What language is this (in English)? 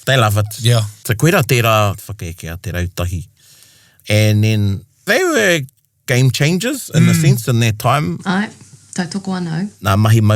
Māori